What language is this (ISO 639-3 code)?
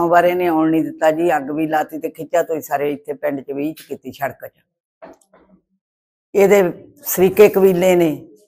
pan